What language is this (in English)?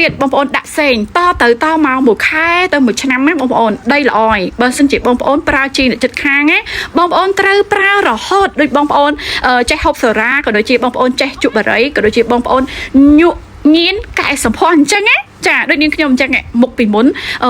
Khmer